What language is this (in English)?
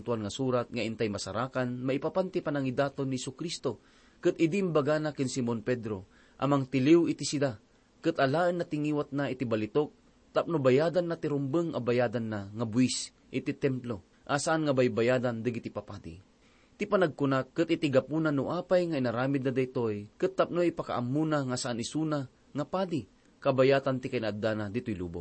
Iloko